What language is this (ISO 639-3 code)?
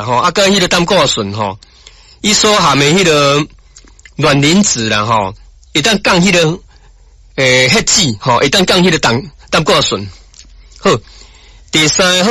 nan